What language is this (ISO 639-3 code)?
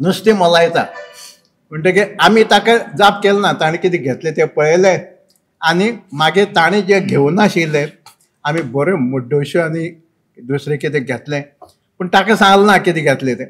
kok